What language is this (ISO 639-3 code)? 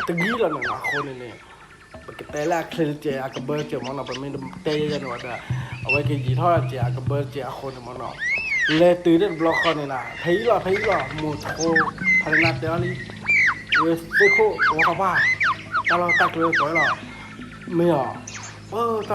ksw